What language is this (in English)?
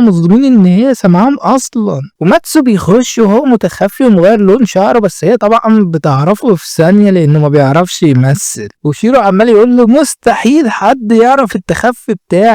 Egyptian Arabic